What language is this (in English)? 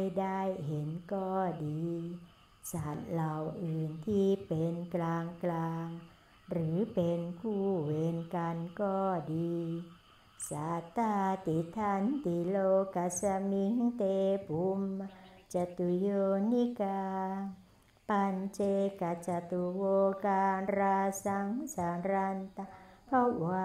Thai